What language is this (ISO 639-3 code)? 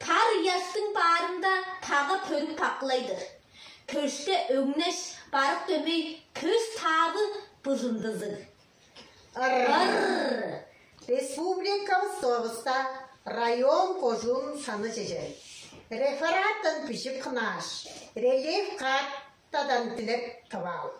tyv